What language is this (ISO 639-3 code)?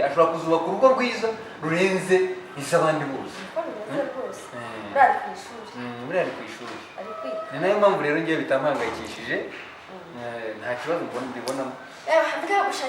kin